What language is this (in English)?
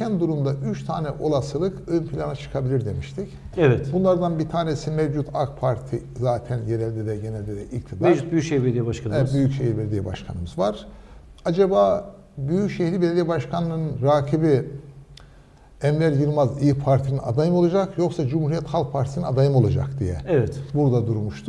Turkish